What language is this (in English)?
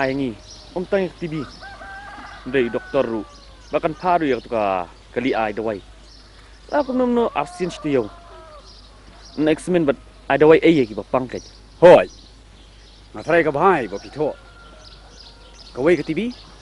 Khasi